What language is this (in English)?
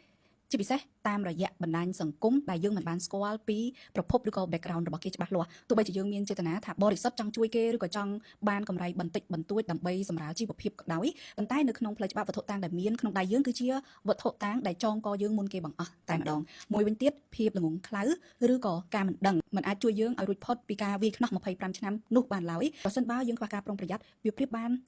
Khmer